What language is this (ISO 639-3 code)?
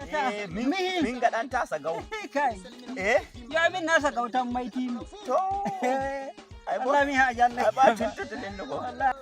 fuv